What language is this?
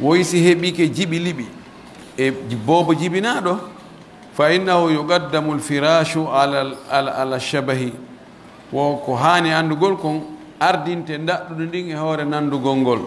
Pular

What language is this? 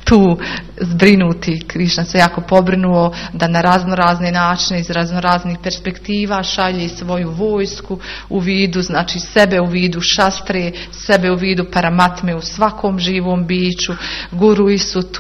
Croatian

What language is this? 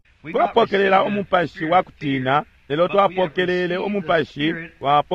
Bemba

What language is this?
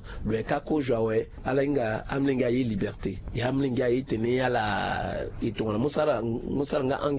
Sango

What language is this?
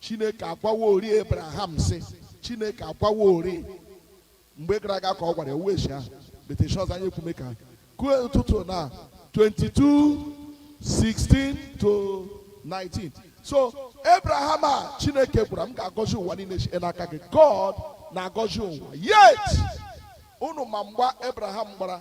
Igbo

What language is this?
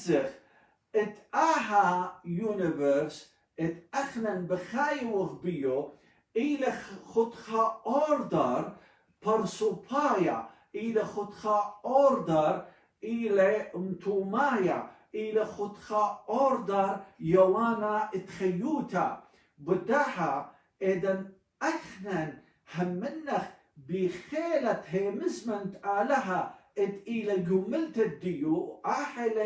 Assyrian Neo-Aramaic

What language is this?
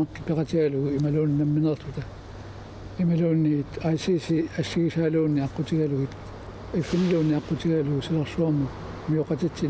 Kalaallisut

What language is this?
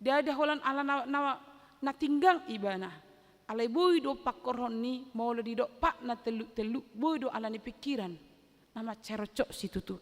Batak Toba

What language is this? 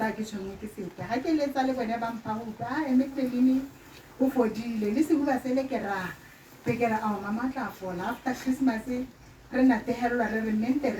Tswana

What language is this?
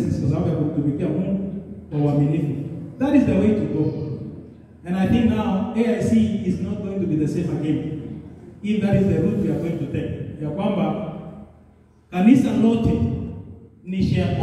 Swahili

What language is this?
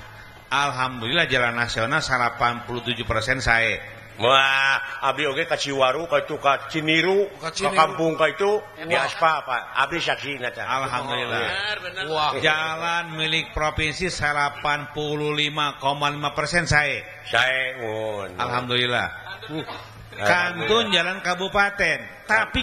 Sundanese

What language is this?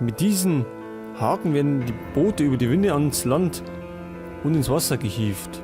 Bavarian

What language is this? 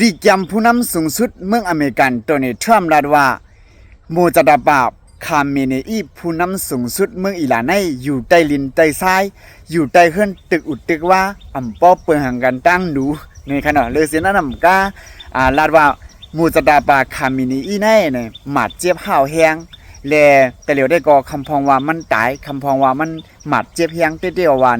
Lao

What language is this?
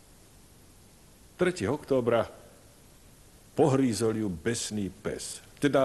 Slovak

